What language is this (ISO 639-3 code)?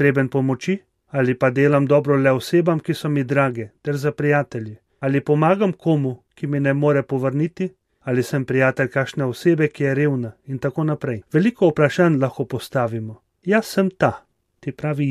slv